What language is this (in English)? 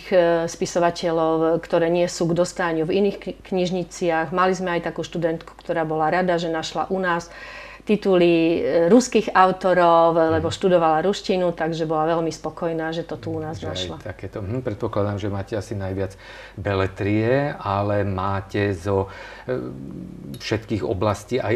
Slovak